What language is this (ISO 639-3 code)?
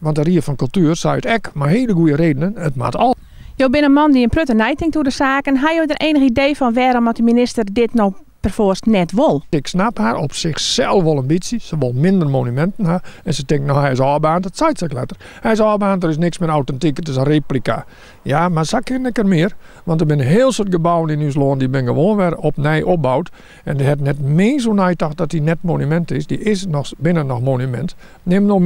fry